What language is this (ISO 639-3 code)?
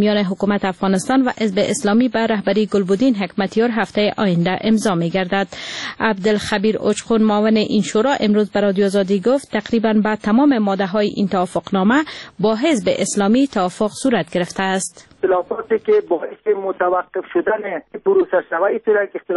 fas